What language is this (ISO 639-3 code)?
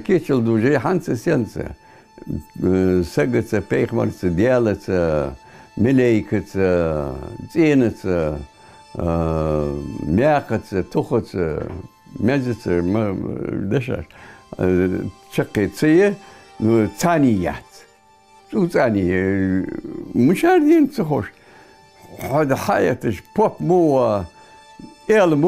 inh